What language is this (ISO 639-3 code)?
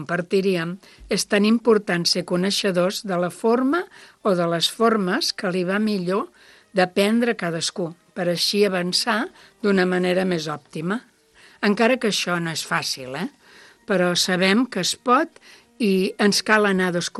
cat